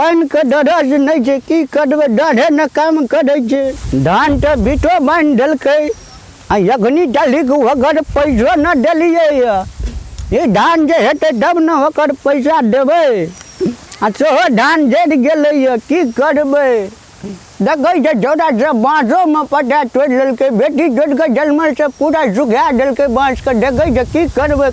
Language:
Maithili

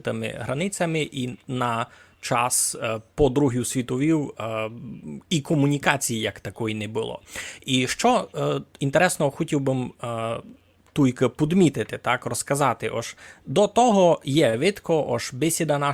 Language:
Rusyn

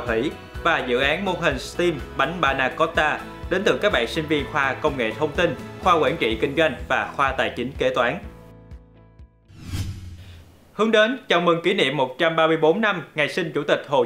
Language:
Vietnamese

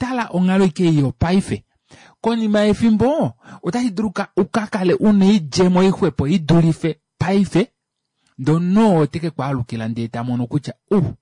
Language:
Kuanyama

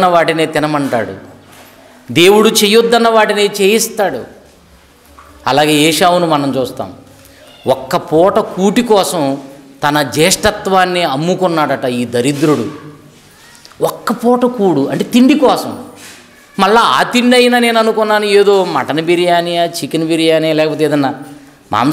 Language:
Telugu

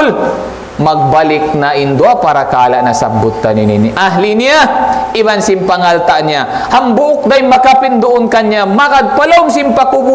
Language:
Tausug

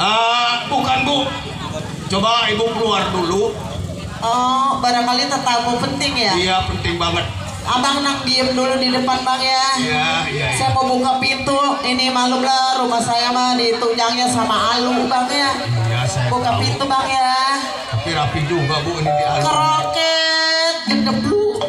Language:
Betawi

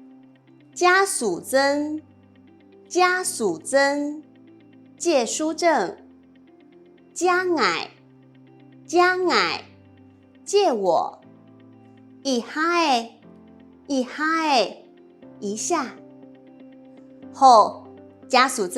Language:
Hakka Chinese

